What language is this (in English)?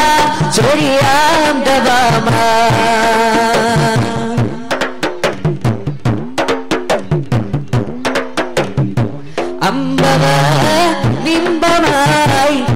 Malayalam